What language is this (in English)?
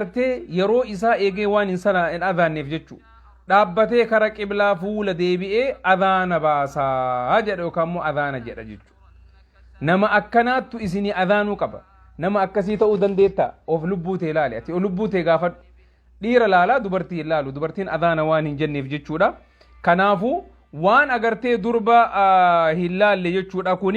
Oromo